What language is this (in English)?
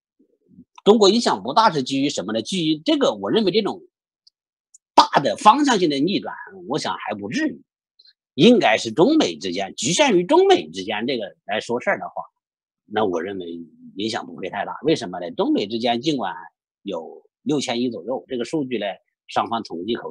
Chinese